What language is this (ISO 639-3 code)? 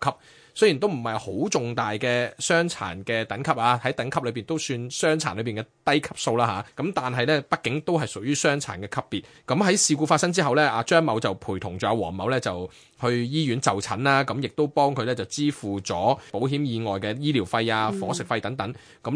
yue